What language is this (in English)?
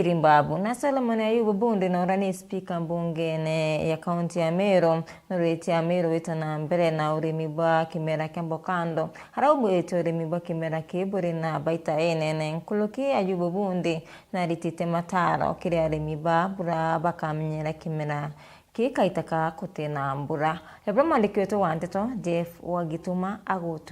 Meru